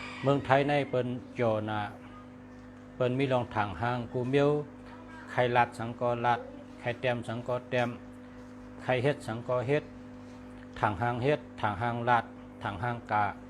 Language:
Shan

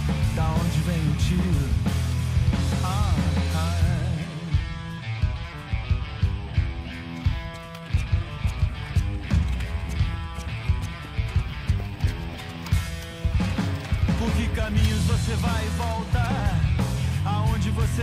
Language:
Portuguese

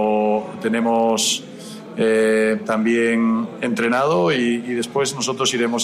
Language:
Spanish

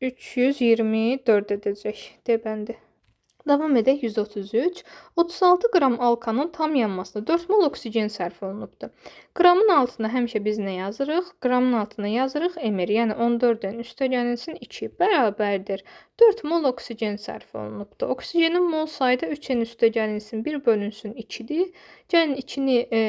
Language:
Azerbaijani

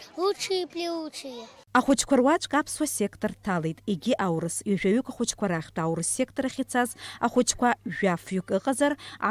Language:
Abkhazian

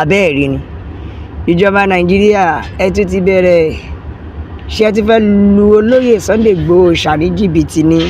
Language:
Yoruba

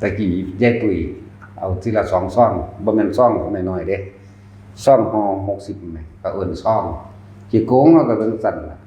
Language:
Northeastern Thai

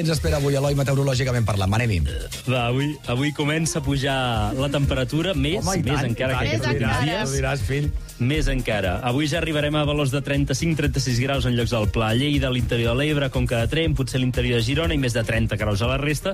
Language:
Catalan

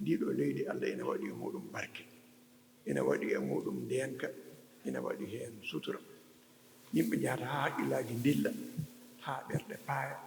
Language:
Fula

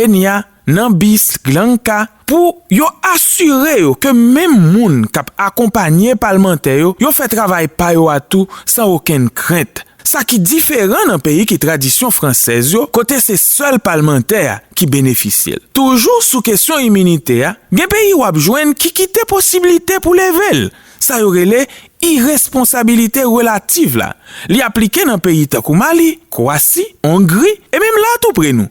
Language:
Haitian Creole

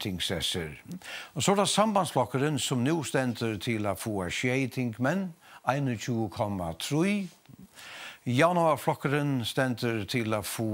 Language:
Faroese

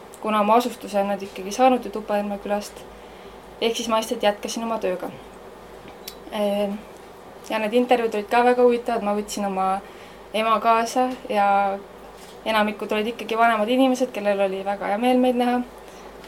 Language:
Estonian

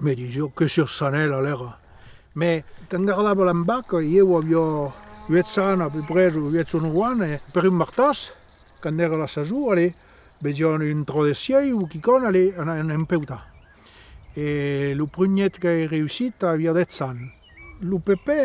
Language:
Occitan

